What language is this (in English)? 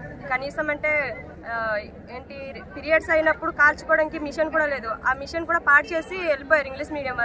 Telugu